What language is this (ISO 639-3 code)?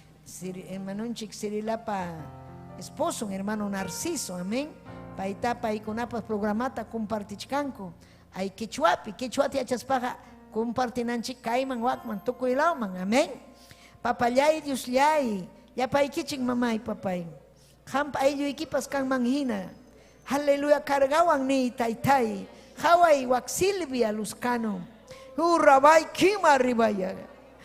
quy